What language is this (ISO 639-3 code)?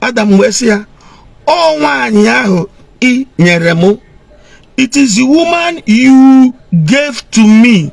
ibo